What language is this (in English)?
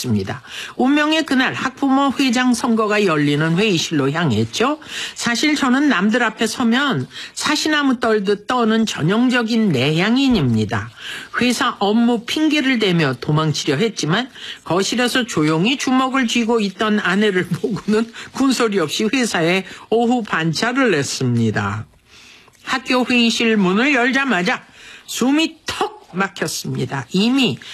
Korean